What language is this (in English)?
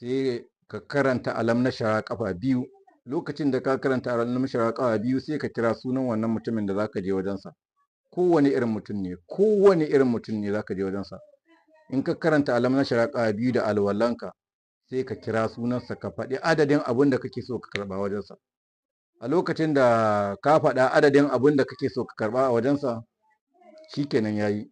Hausa